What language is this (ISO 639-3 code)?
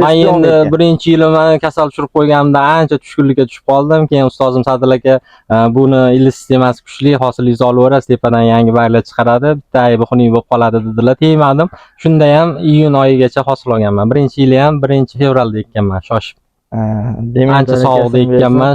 uzb